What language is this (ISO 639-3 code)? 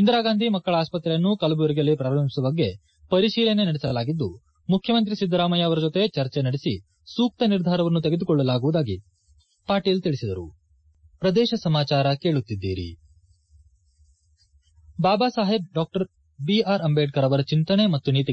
kan